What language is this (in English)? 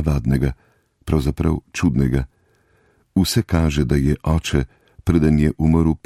Slovenian